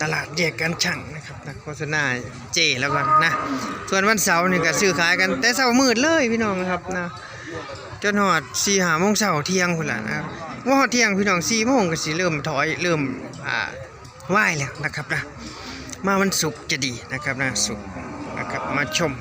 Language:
Northeastern Thai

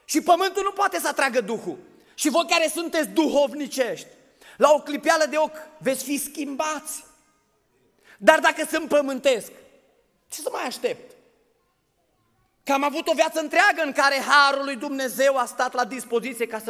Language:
Romanian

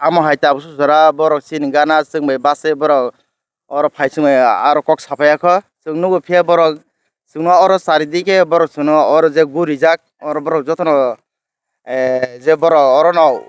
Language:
Kok Borok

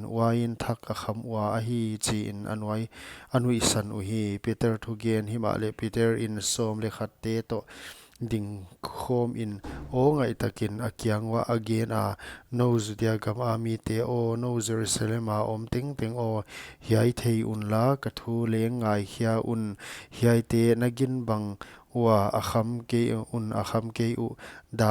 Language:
Paite Chin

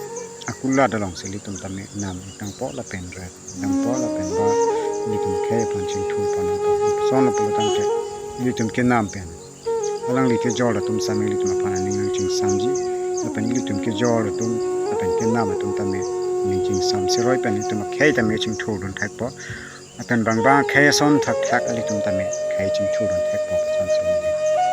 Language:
Karbi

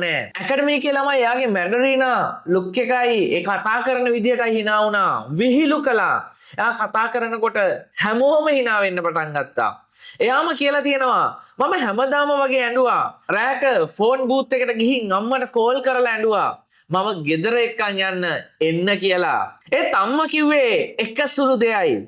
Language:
Sinhala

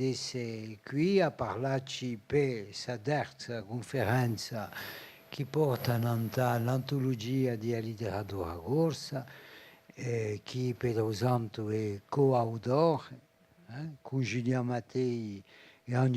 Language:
Corsican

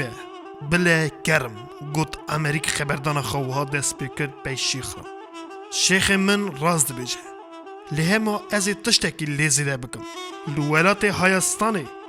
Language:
Kurdish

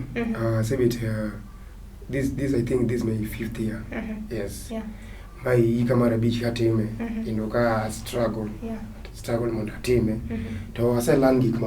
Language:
Luo (Kenya and Tanzania)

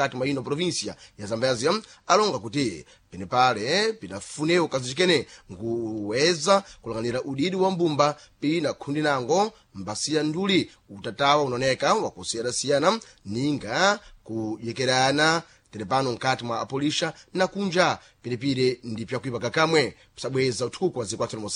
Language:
Sena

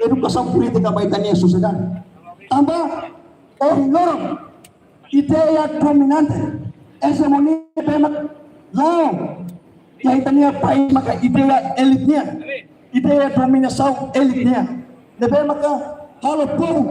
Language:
Tetum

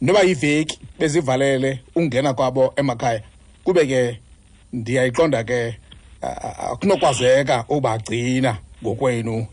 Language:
Xhosa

